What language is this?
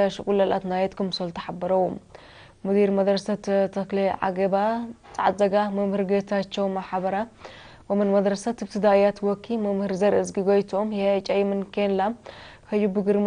Tigrinya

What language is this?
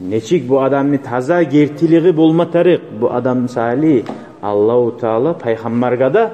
Kumyk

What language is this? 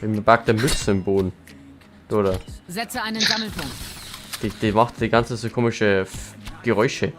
Bavarian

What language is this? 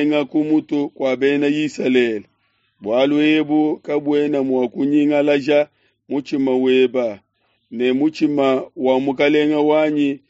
Luba-Lulua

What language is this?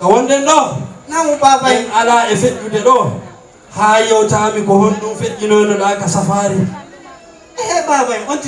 Fula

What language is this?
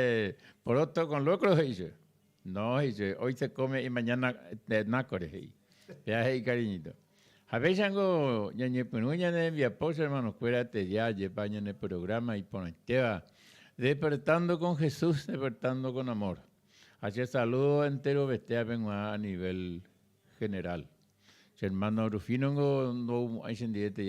Guarani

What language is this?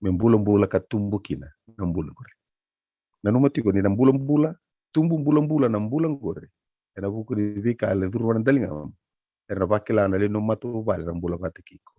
Fijian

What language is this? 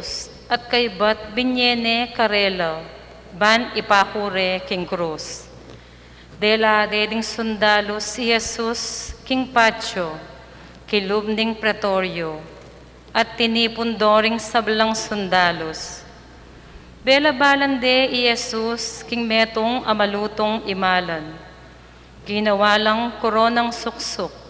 Pampanga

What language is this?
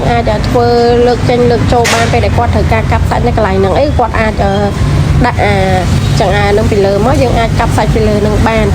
Khmer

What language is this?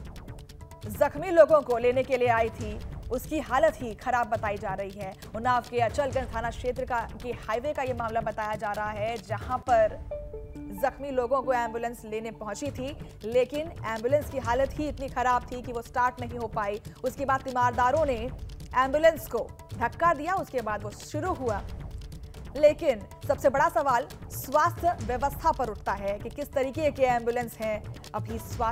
Hindi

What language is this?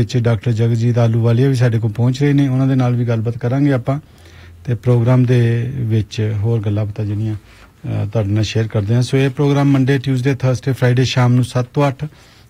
Punjabi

